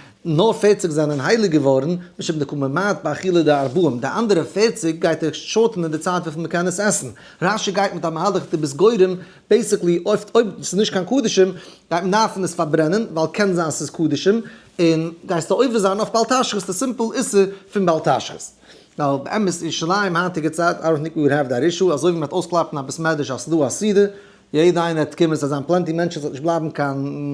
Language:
Yiddish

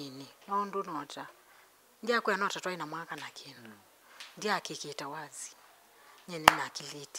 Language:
Kamba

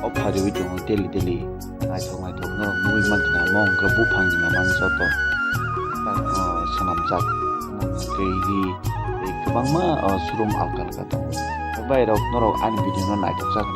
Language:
Kok Borok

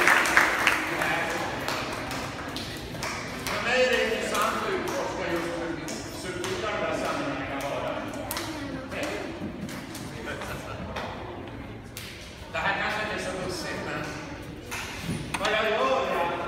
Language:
Swedish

